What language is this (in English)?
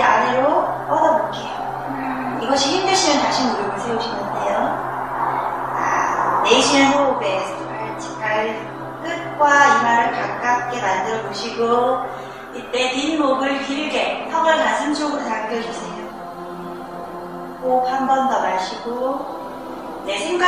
Korean